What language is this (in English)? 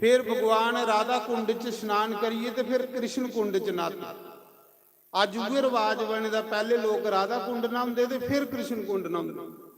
Dogri